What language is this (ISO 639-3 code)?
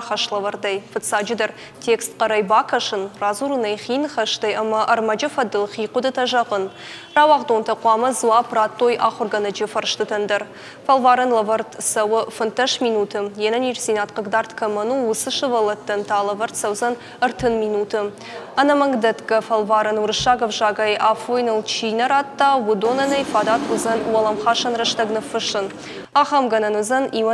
oss